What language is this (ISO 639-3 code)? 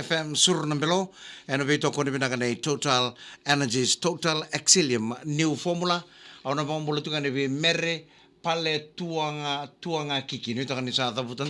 fij